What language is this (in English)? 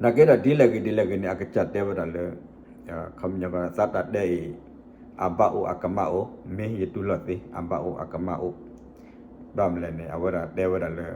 S'gaw Karen